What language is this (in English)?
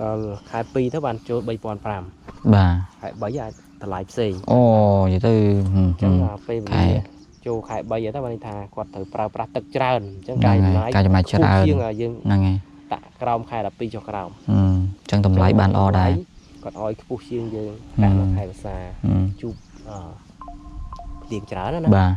Khmer